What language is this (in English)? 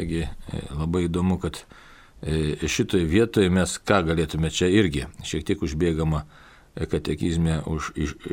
Lithuanian